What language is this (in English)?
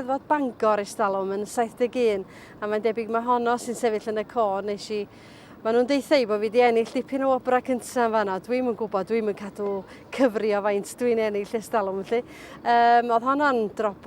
Welsh